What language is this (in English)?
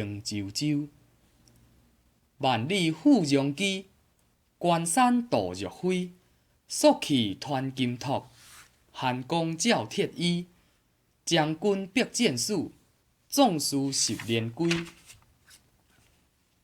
Min Nan Chinese